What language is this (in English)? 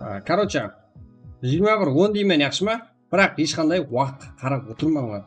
Kara-Kalpak